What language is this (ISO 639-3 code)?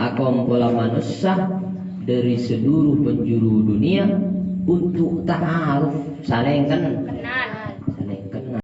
mad